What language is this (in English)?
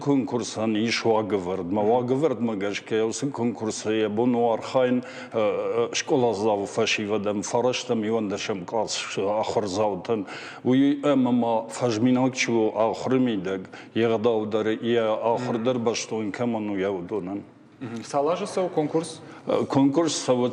Ossetic